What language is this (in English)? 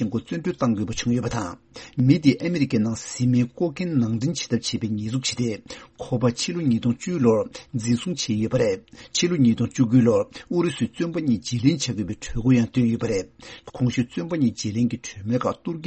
Tibetan